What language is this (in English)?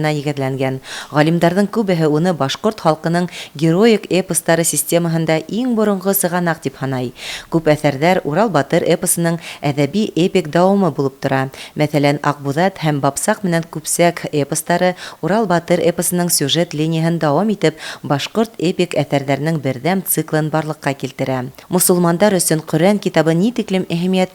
Bashkir